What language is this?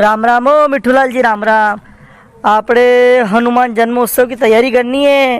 Rajasthani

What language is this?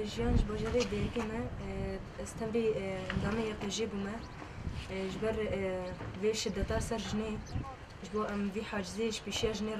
Kurdish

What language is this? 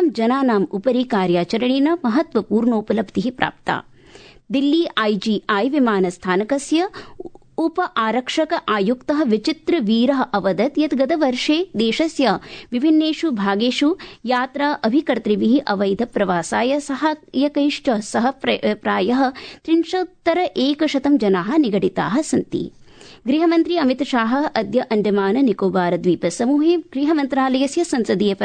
Sanskrit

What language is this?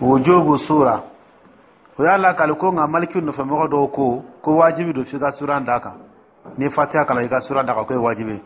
Dyula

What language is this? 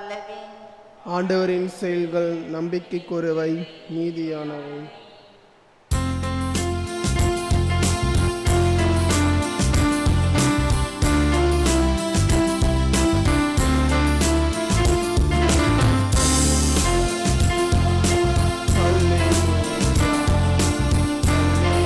Tamil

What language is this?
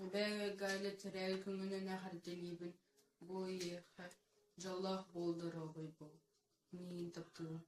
Yakut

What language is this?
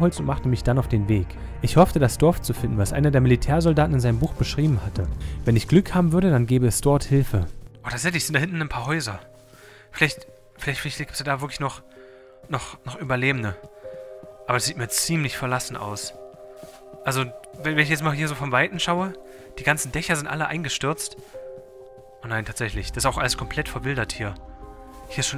German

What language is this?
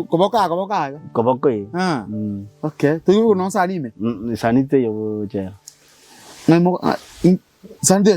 Gusii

